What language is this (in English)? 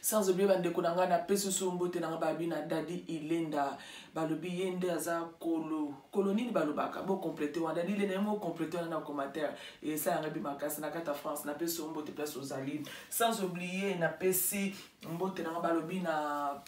Lingala